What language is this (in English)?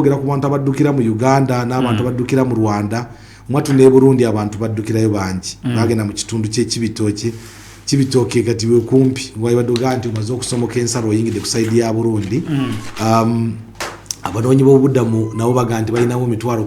Ganda